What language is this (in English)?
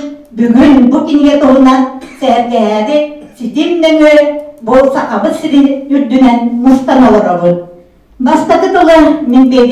Yakut